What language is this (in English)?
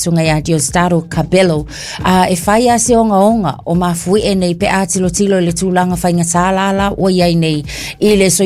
Samoan